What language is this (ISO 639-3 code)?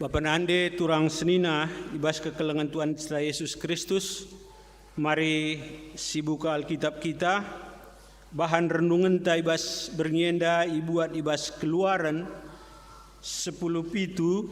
btx